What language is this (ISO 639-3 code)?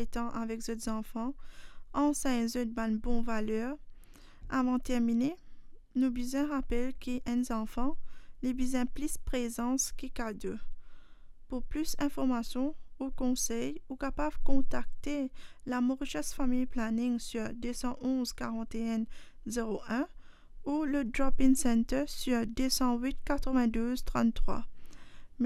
mfe